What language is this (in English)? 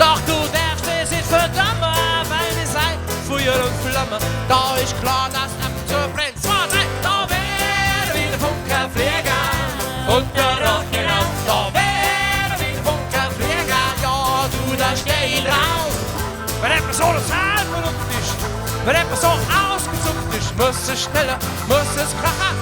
Bavarian